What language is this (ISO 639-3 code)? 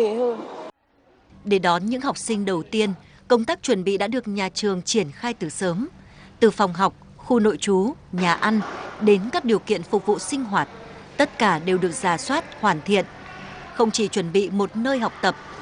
vie